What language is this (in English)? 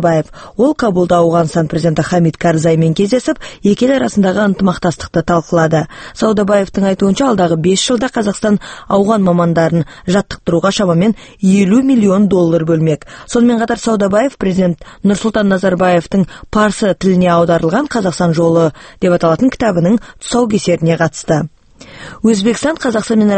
Kazakh